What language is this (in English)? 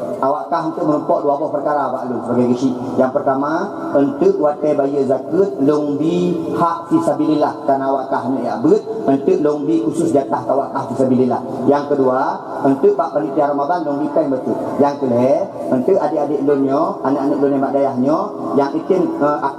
Achinese